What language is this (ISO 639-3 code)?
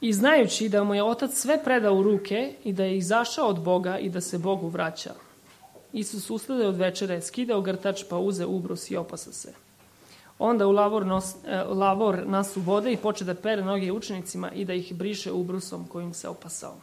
srp